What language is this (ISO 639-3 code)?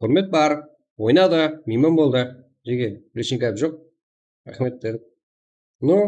kaa